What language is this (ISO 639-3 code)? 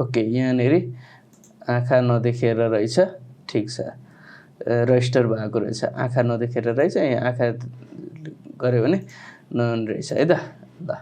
nep